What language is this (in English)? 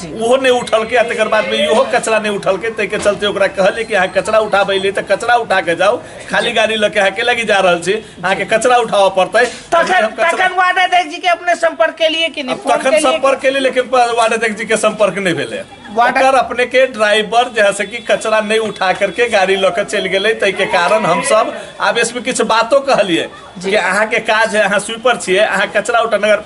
Maithili